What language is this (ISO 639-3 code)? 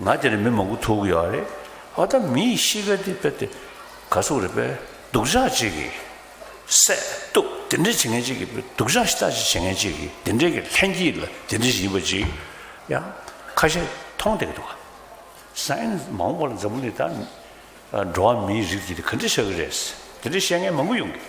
bod